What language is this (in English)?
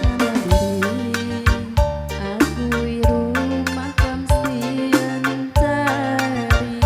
Batak Karo